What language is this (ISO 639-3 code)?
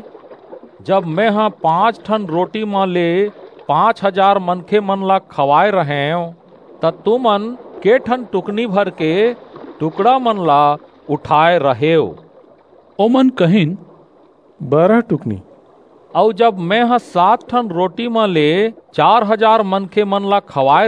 hne